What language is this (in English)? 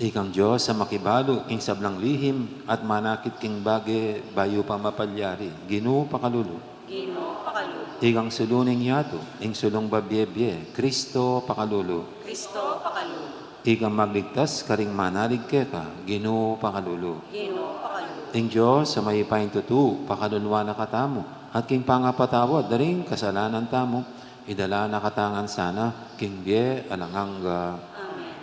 Pampanga